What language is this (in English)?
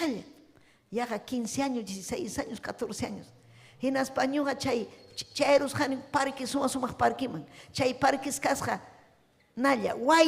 Ayacucho Quechua